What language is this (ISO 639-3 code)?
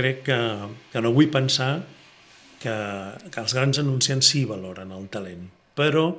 cat